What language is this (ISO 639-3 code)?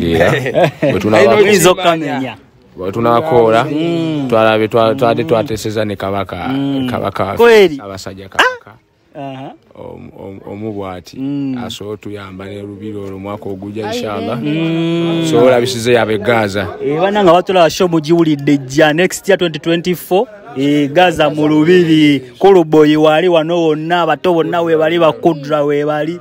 lug